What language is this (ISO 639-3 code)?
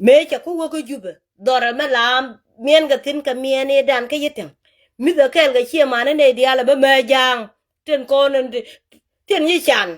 nus